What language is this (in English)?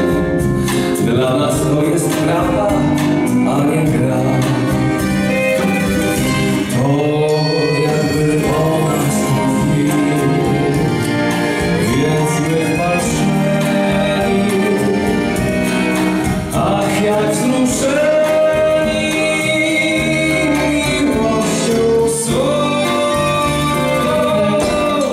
Polish